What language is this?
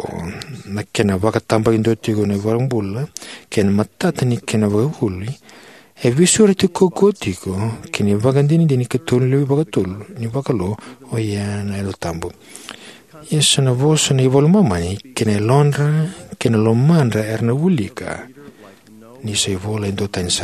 Fijian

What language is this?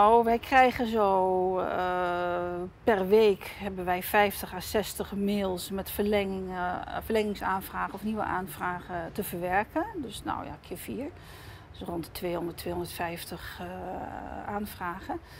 Dutch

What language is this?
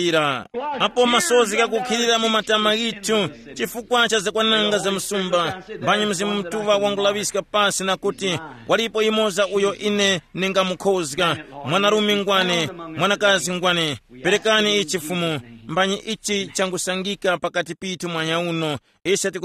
Tumbuka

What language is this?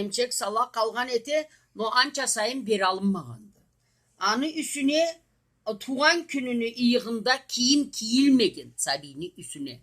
Karachay-Balkar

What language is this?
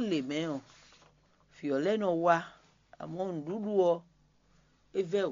Fon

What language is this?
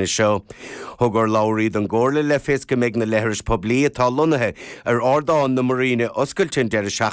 Irish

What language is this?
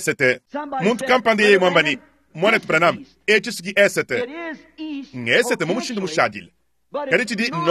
Luba-Lulua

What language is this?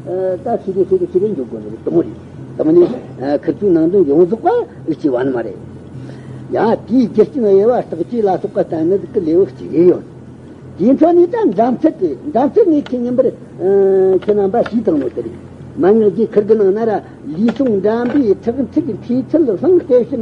Tibetan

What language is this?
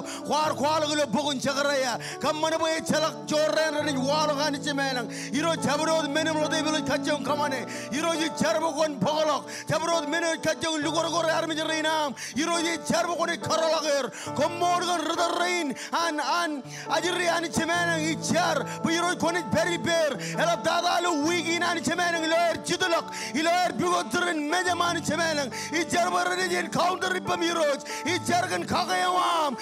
Marshallese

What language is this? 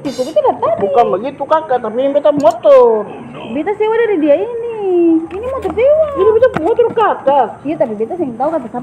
Ambonese Malay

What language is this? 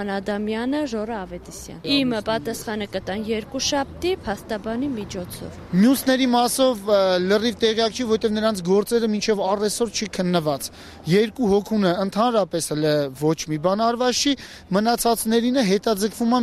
Armenian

